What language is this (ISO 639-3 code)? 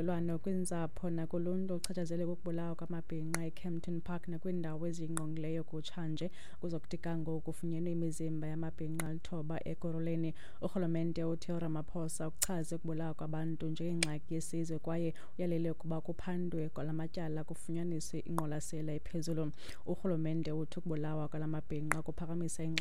xho